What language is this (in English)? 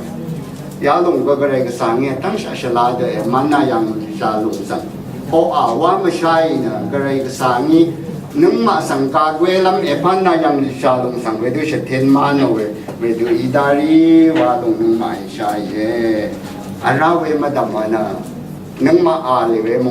Rawang